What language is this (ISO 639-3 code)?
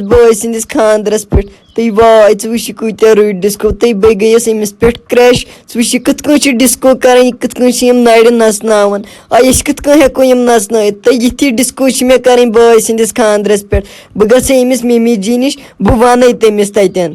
kas